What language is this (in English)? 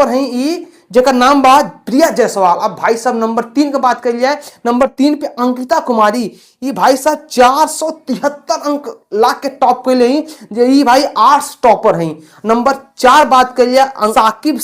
Bhojpuri